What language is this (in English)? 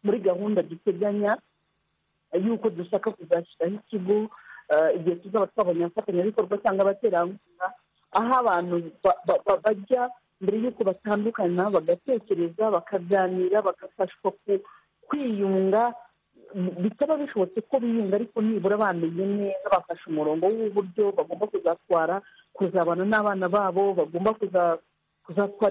Kinyarwanda